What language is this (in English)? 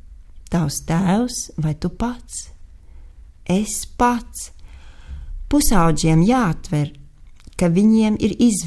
Latvian